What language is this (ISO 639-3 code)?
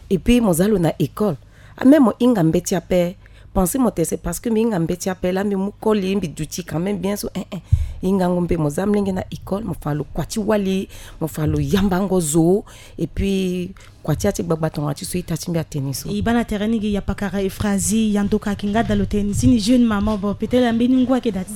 sag